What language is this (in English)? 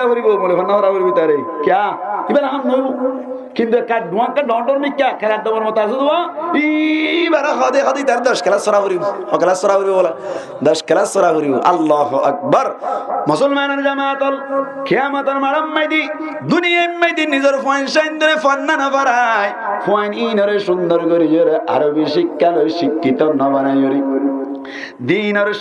Rohingya